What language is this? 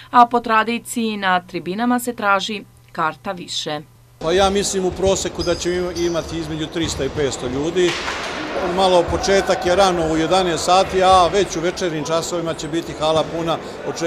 Serbian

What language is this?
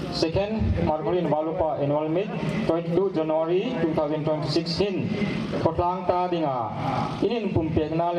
Hmar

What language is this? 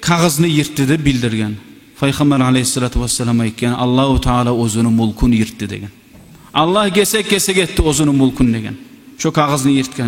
Kumyk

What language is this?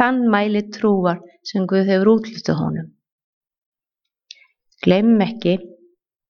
Icelandic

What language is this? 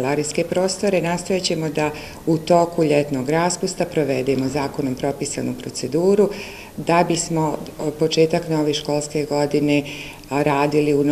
Bosnian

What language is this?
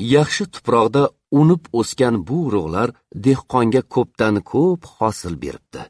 Uzbek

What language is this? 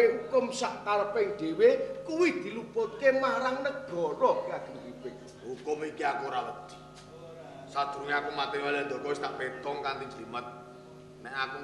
Javanese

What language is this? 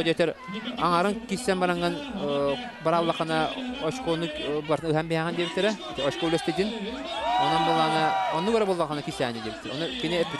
Yakut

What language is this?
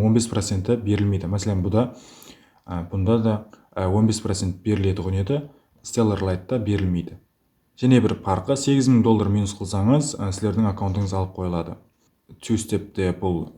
Kara-Kalpak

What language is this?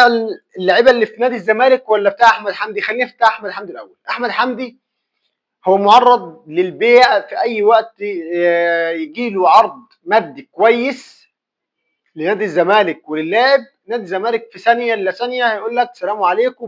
Egyptian Arabic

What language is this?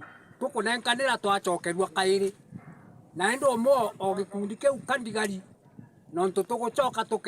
Meru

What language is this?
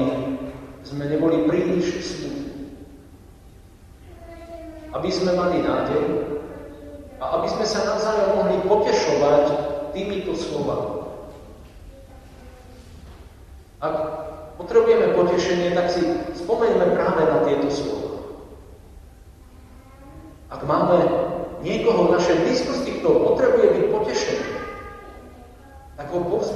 Slovak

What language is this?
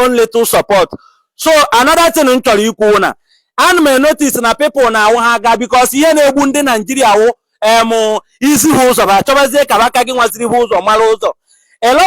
Igbo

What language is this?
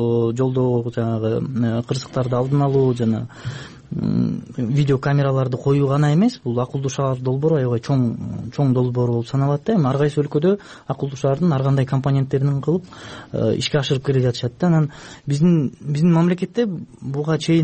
Kyrgyz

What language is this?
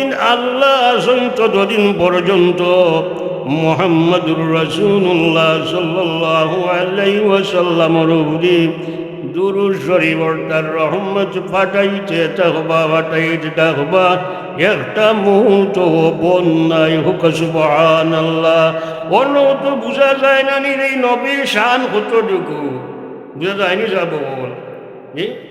Sylheti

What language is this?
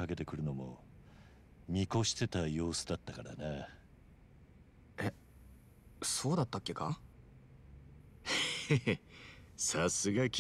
Japanese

